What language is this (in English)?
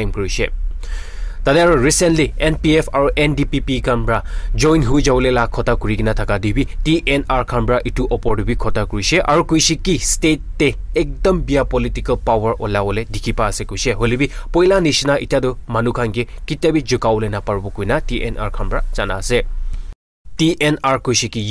Naga Pidgin